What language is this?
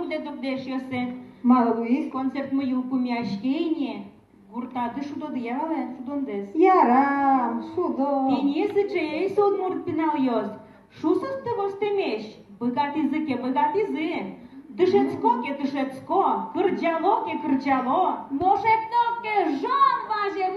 Udmurt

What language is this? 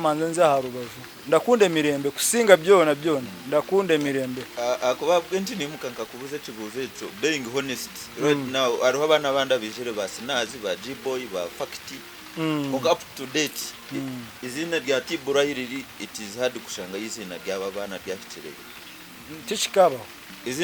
Nyankole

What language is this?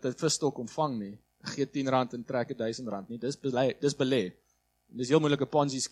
Afrikaans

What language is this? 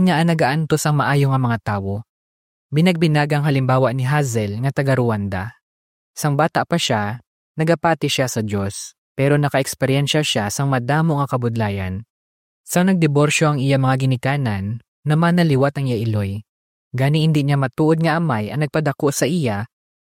Hiligaynon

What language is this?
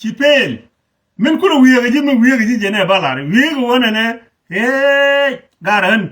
Nuer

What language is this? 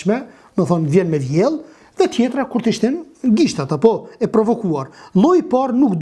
Albanian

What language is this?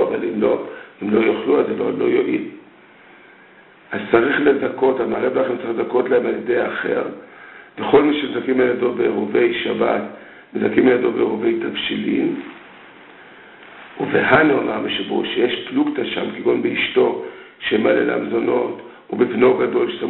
Hebrew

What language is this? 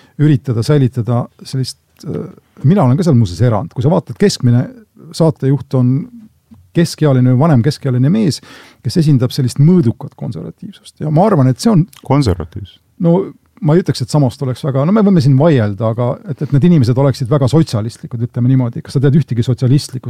Estonian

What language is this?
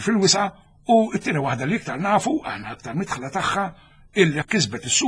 Maltese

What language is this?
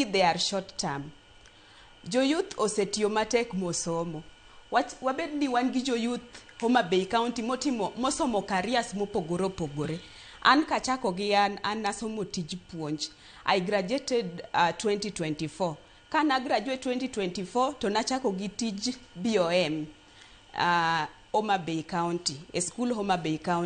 Luo (Kenya and Tanzania)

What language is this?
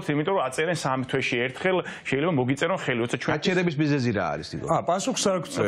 Georgian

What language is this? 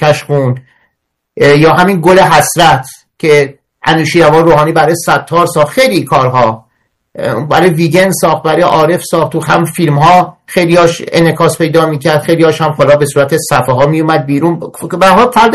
Persian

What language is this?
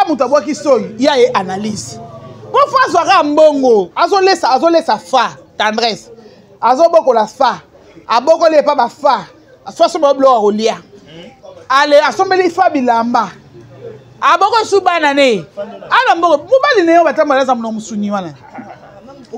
Lingala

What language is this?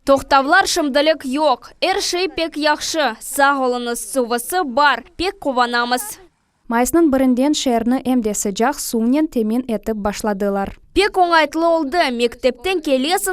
Crimean Tatar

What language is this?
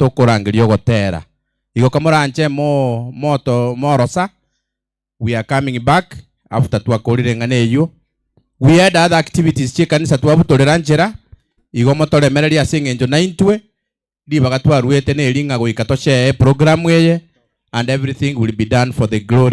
Gusii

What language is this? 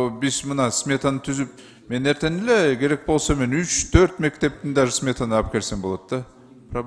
Kyrgyz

